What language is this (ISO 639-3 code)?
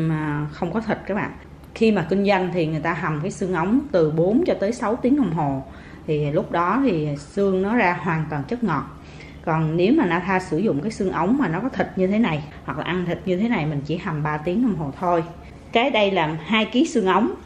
vie